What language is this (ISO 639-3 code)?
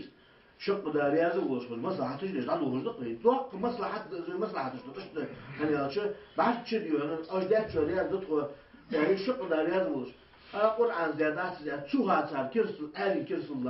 inh